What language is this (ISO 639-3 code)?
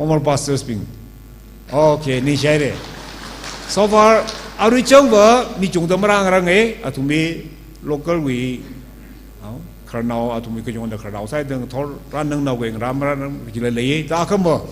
nmf